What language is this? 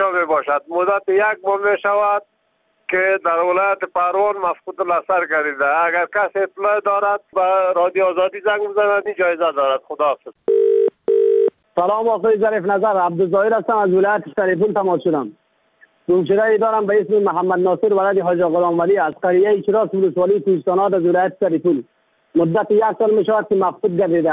Persian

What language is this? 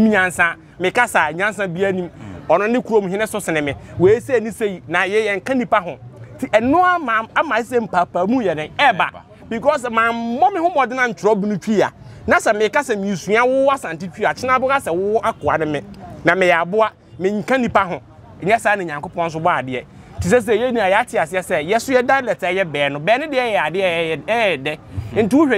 Akan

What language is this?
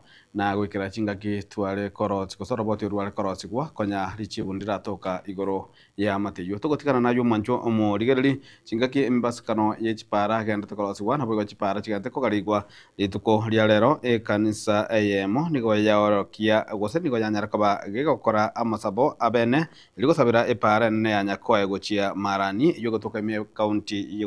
Gusii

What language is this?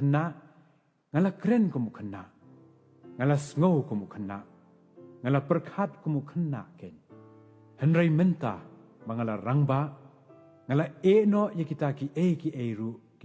Khasi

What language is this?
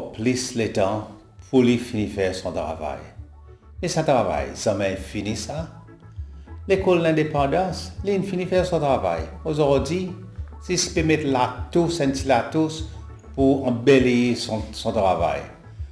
Seselwa Creole French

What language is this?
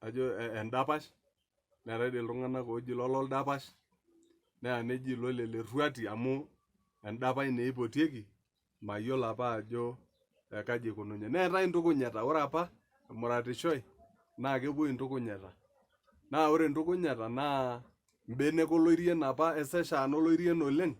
Masai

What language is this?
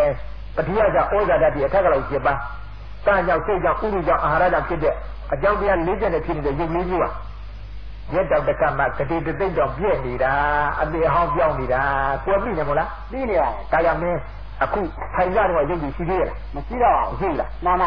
Burmese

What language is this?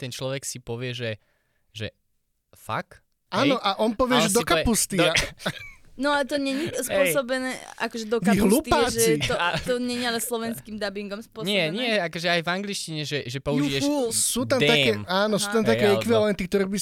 Slovak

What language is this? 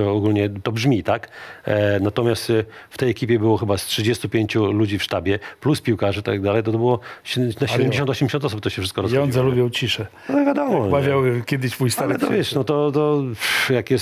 Polish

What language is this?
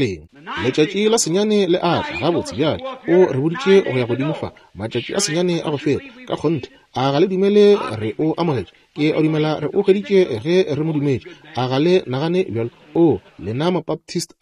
Northern Sotho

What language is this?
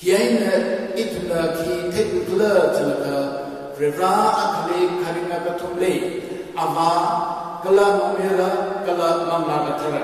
Tangkhul Naga (India)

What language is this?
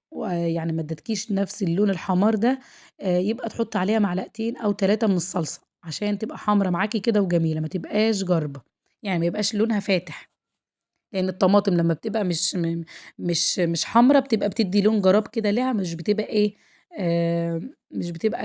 Egyptian Arabic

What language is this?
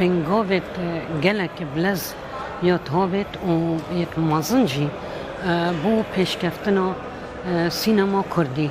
Kurdish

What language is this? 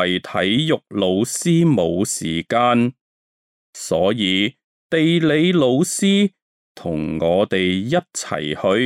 Cantonese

